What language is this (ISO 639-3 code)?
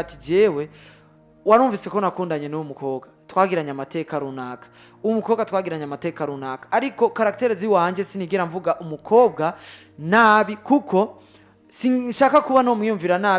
run